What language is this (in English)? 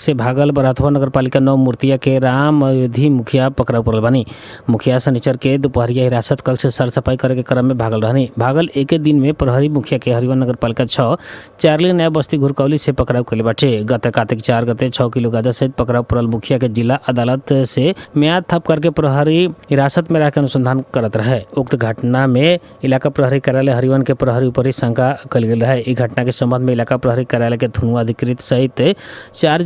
Bhojpuri